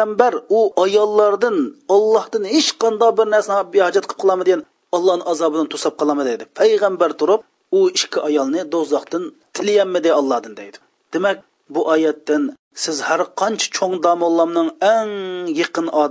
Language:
Uyghur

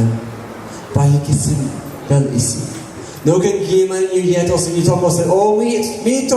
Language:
Tok Pisin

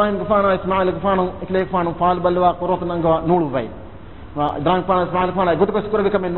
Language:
Divehi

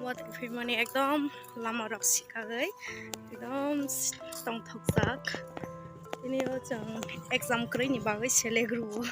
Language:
Kok Borok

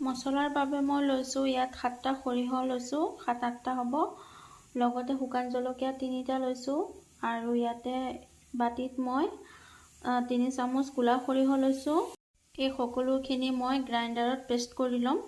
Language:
Assamese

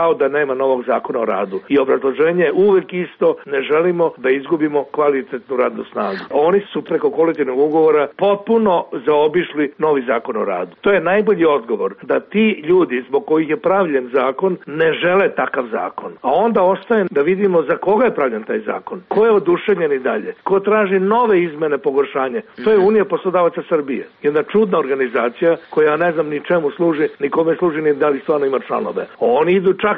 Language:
Serbian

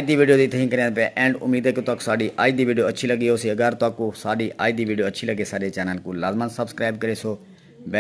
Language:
Saraiki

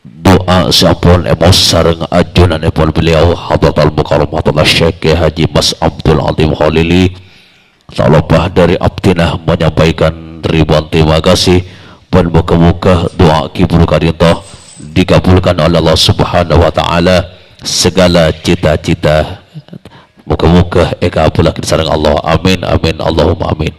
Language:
Madurese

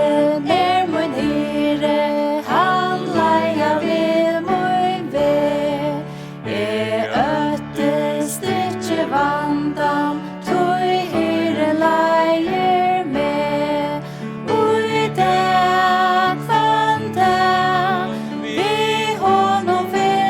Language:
Faroese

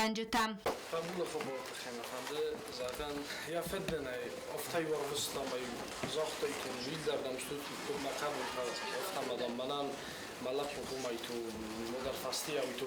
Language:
Ossetic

